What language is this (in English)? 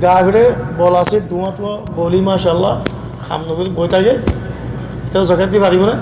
Rohingya